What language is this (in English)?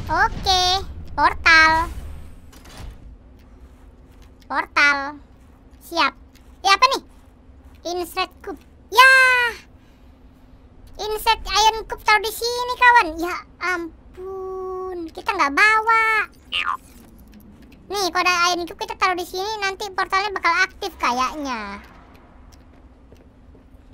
Indonesian